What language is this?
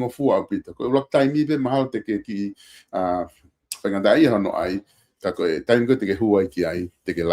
Tongan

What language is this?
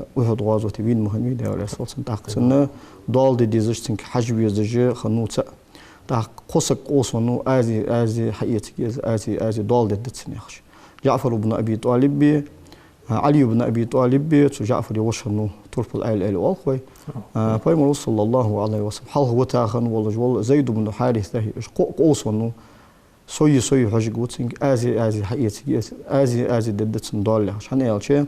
Ingush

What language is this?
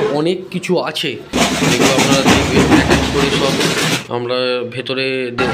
Bangla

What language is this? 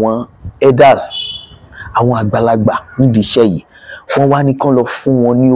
Yoruba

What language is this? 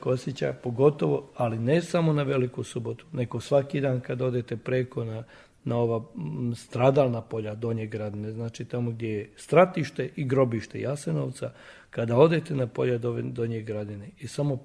Serbian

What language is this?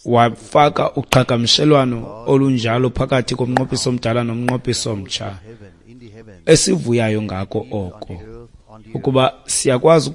Xhosa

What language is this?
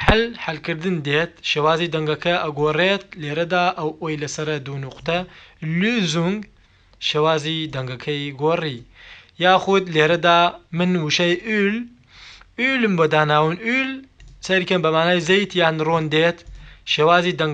Central Kurdish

